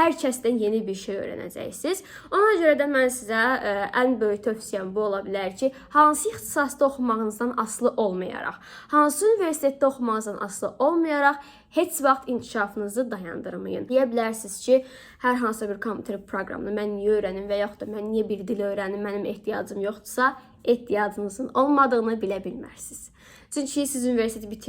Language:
Azerbaijani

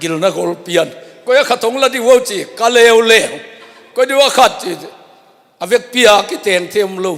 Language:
Tedim Chin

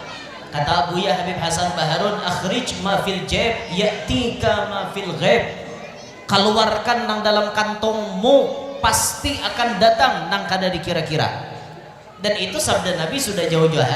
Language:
Banjar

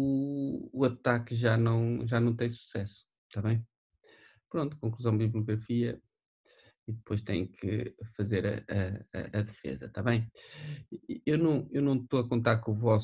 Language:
Portuguese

